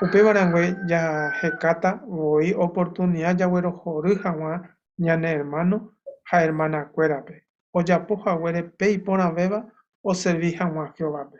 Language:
Guarani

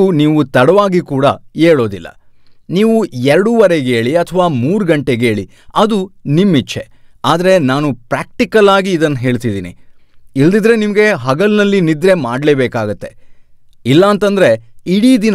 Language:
Kannada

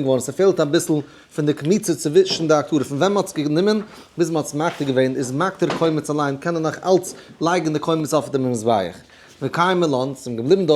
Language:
Yiddish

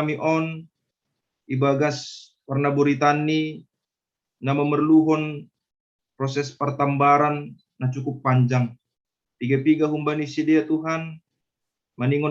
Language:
Batak Simalungun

